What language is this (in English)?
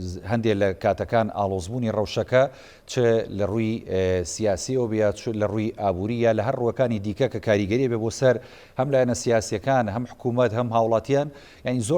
Central Kurdish